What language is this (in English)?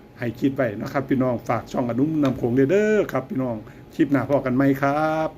Northeastern Thai